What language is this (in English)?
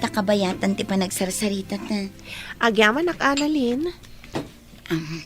Iloko